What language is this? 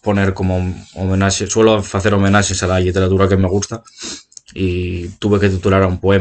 Asturian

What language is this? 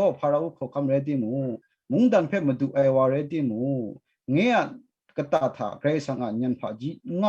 Kachin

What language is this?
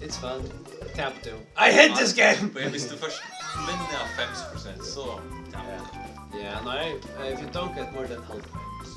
Faroese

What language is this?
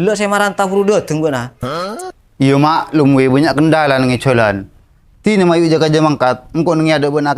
Madurese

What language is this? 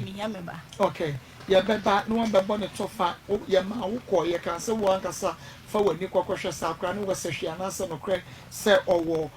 Akan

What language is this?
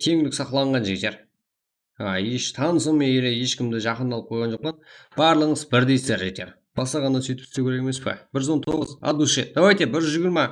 Kara-Kalpak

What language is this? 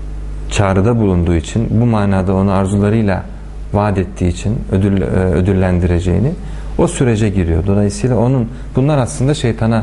Turkish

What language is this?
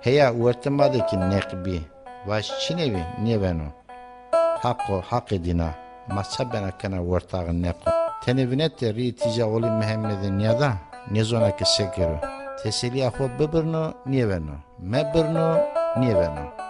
Zaza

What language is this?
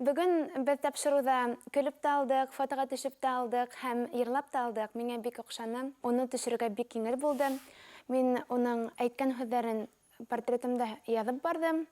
Bashkir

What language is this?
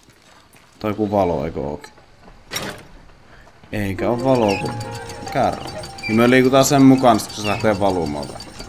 Finnish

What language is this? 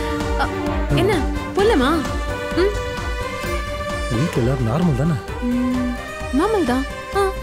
Tamil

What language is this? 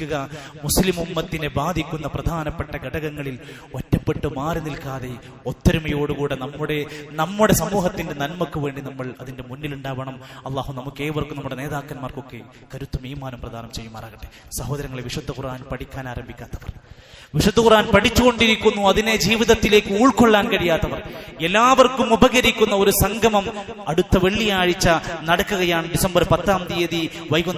Malayalam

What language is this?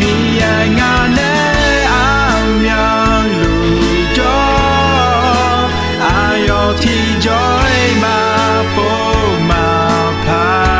Akha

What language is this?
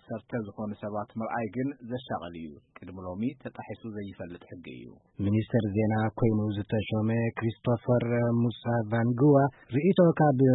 Tigrinya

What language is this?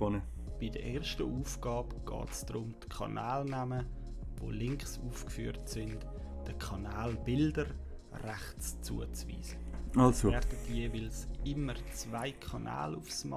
Swiss German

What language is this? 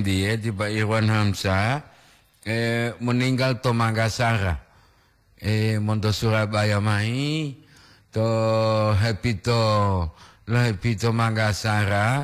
Gorontalo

